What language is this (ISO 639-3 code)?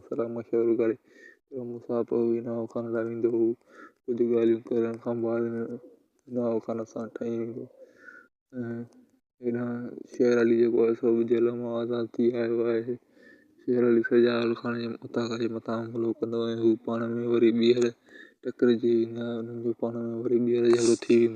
snd